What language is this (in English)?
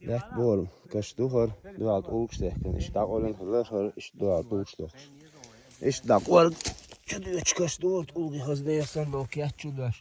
Chechen